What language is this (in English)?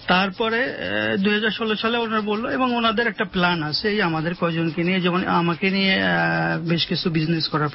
Bangla